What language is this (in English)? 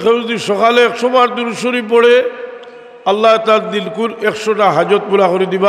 Sylheti